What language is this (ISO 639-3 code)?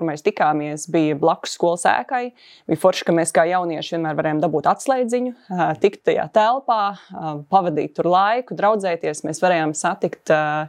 lav